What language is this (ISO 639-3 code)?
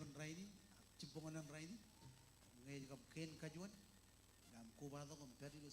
mah